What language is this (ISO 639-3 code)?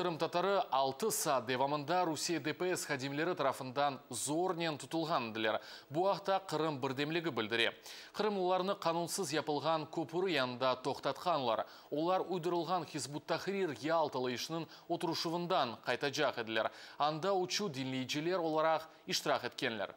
crh